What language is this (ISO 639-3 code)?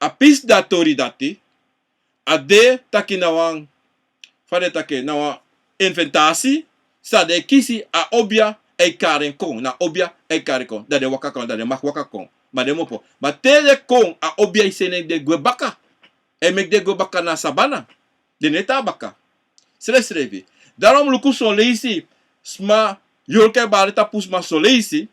srn